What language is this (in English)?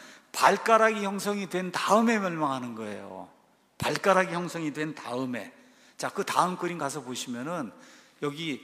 Korean